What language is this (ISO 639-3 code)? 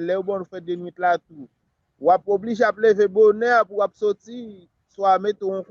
hat